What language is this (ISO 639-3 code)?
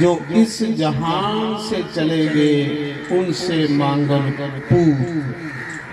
doi